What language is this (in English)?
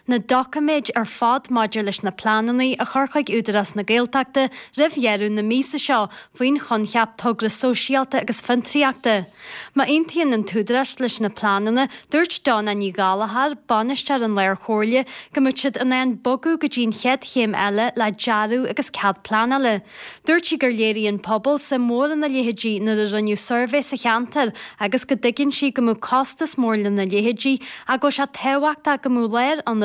Irish